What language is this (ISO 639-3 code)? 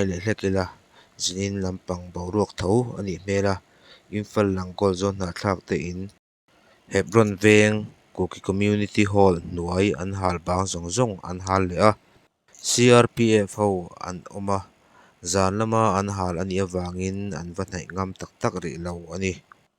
lus